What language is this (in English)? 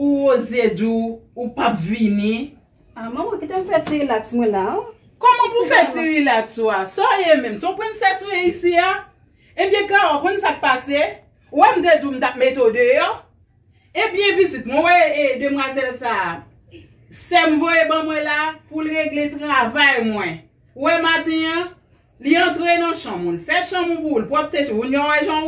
Haitian Creole